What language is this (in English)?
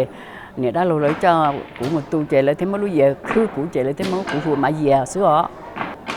Hmong